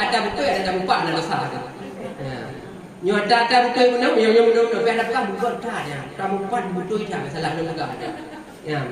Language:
Achinese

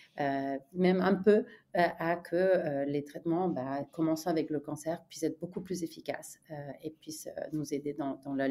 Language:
French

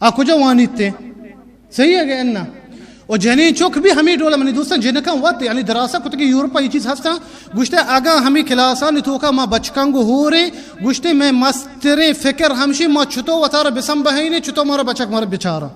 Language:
Baluchi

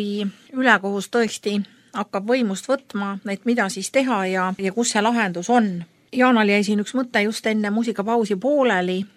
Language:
Estonian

